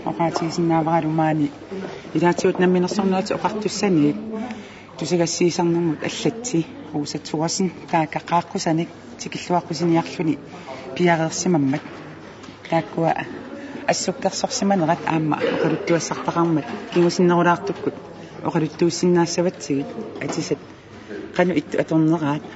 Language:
Kalaallisut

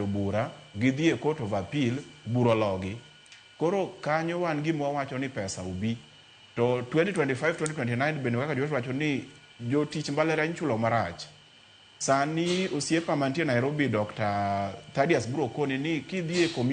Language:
Luo (Kenya and Tanzania)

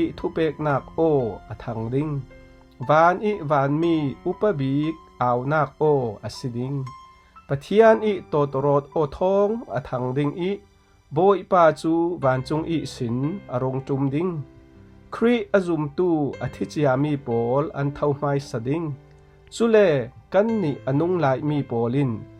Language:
Falam Chin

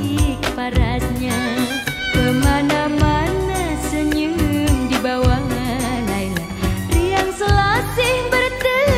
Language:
Malay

